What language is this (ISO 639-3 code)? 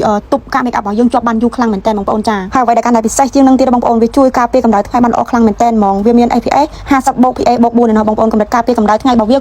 khm